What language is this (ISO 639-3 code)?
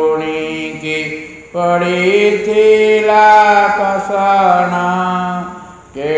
ori